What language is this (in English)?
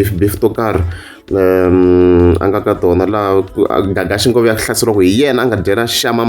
Tsonga